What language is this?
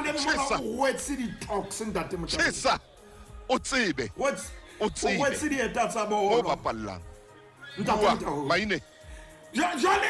Southern Sotho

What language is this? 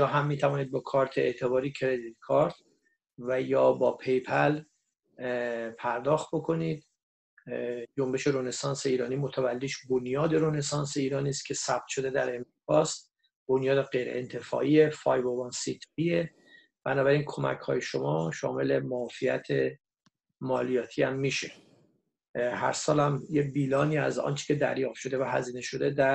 Persian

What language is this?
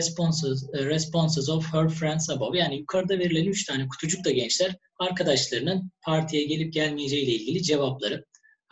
Turkish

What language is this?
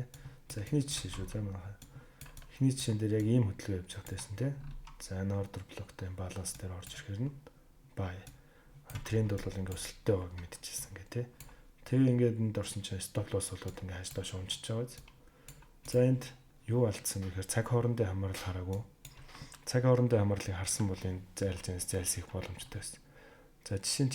Mongolian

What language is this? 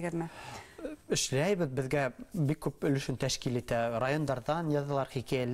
Bashkir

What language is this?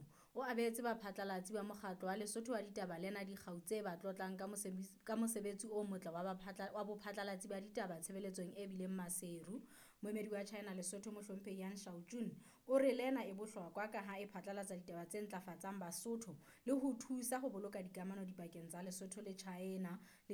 Southern Sotho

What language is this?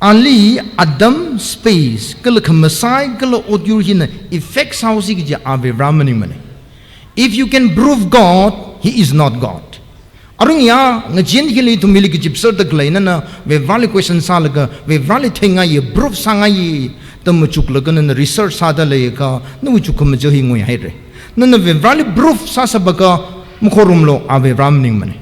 Tangkhul Naga (India)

